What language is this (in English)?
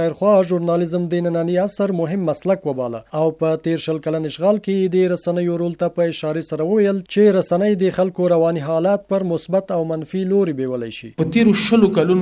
Pashto